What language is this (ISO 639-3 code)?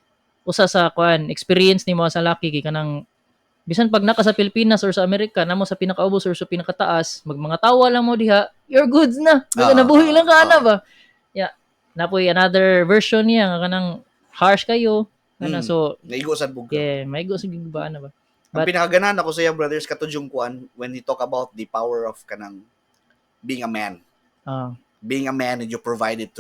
ceb